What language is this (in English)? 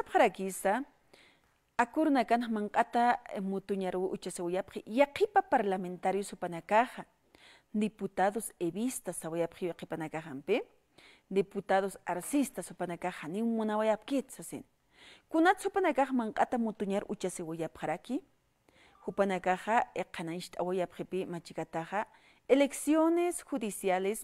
Aymara